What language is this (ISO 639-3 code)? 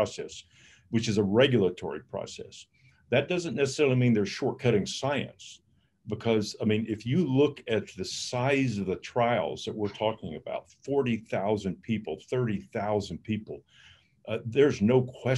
eng